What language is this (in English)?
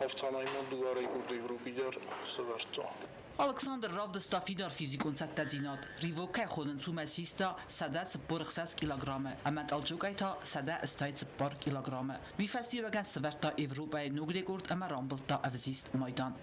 Ossetic